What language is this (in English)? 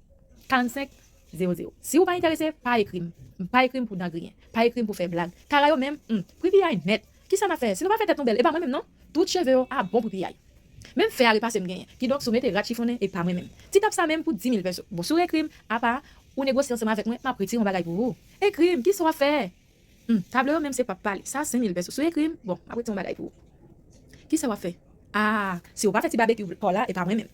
Haitian Creole